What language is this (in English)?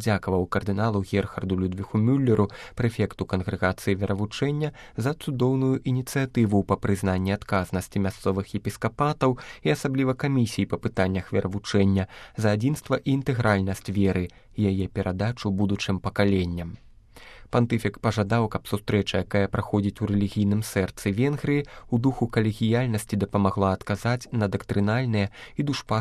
Belarusian